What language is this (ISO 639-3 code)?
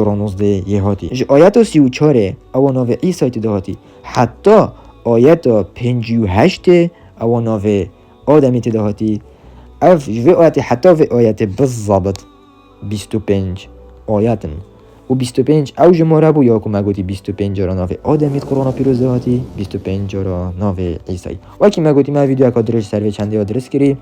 kur